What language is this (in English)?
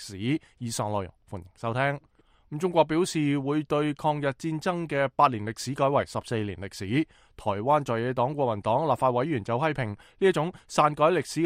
Cantonese